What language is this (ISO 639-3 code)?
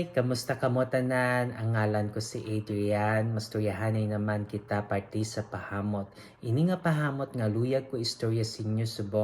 hil